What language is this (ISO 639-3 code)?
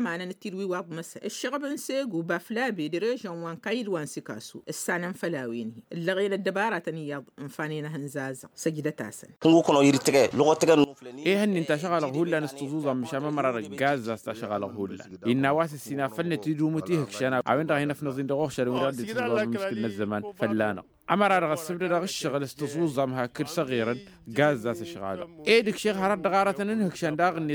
taq